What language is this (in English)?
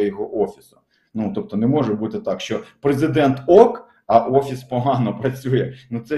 Ukrainian